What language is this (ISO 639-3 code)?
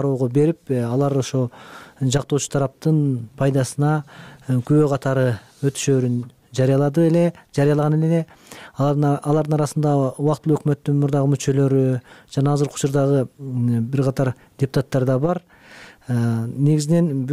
kir